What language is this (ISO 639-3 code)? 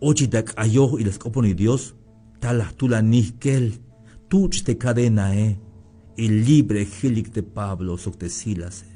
tzh